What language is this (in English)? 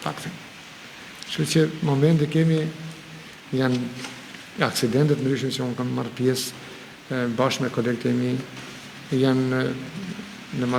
Albanian